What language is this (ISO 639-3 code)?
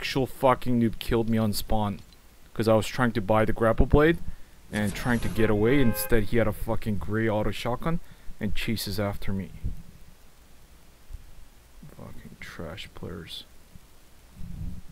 eng